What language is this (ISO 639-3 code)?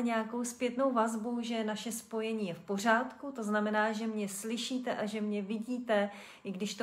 ces